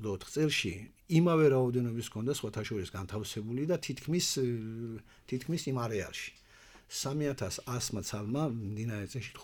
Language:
Georgian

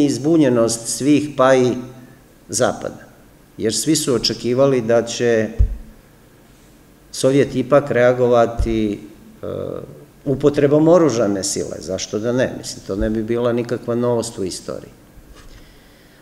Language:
Serbian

